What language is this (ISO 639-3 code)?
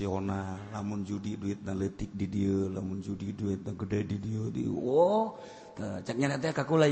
sun